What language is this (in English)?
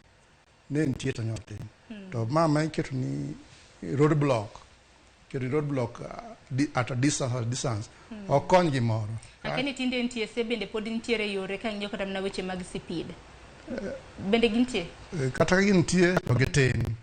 Luo (Kenya and Tanzania)